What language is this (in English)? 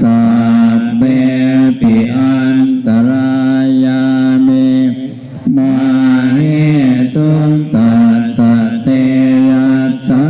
Pali